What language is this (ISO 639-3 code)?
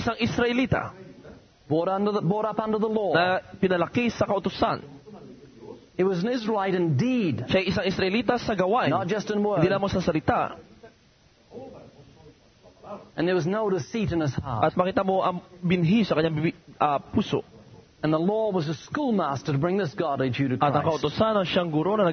fil